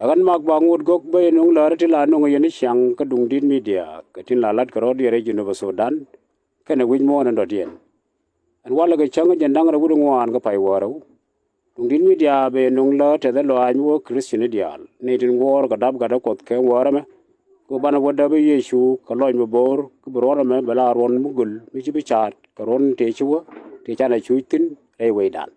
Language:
Nuer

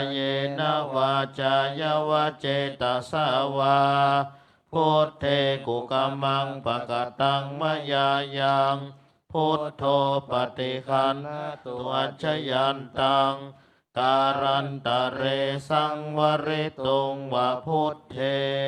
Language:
Pali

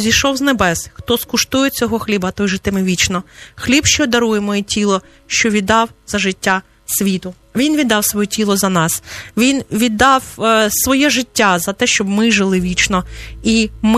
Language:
Ukrainian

